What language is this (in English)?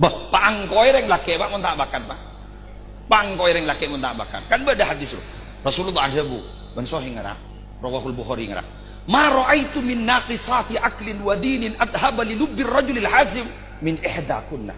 Madurese